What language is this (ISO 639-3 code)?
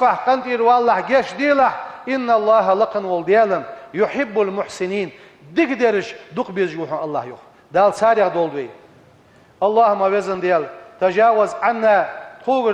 inh